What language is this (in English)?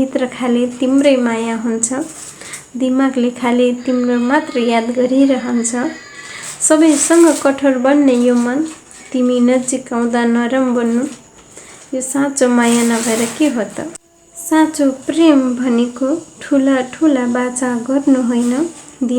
Nepali